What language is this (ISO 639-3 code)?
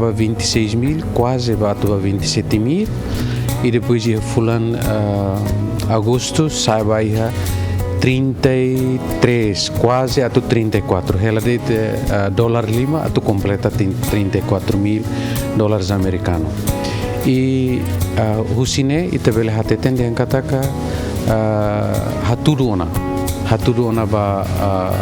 tet